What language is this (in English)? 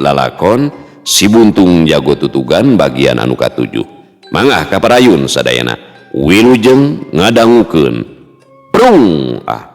Sundanese